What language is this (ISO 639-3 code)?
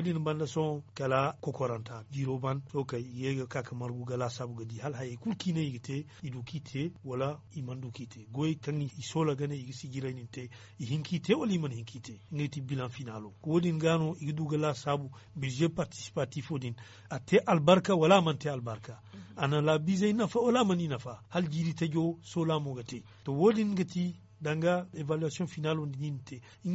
dje